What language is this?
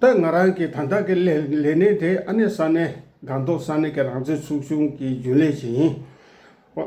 Tibetan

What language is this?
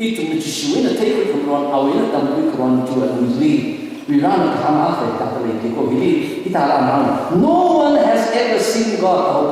Tangkhul Naga (India)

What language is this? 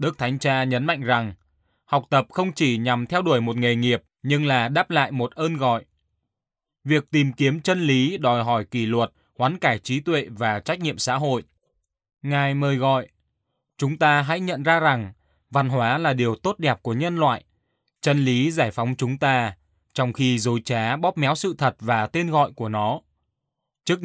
Vietnamese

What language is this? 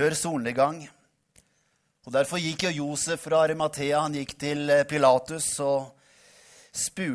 Norwegian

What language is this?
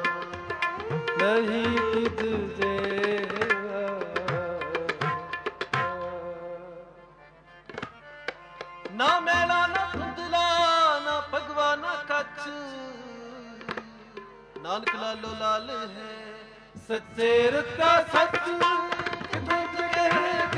Punjabi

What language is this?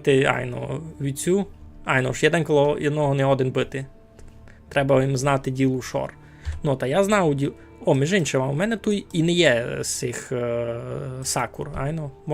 Rusyn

